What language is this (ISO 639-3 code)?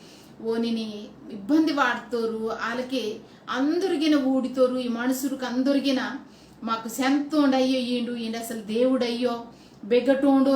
kff